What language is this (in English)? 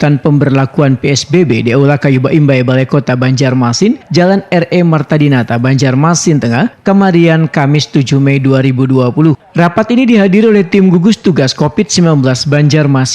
Banjar